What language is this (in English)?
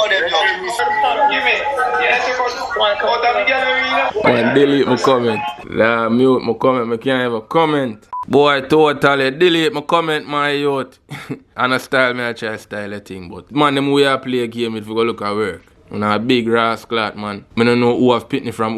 Jamaican Creole English